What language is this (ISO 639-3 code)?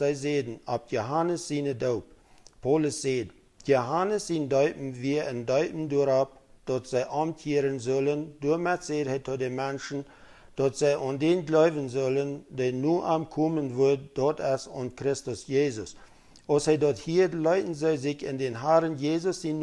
pdt